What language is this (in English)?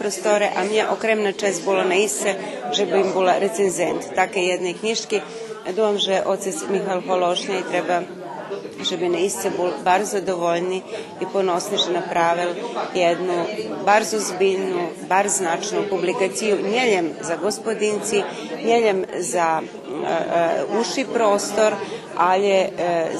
Rusyn